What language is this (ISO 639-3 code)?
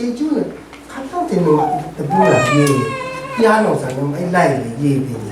raw